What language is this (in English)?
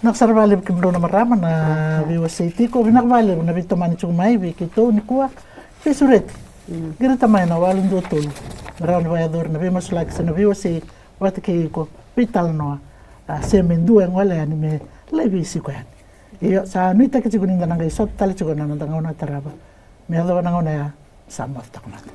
Fijian